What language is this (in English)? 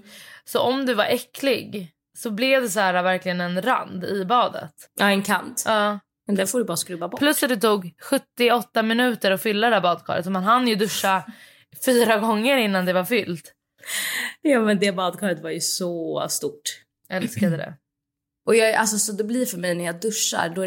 Swedish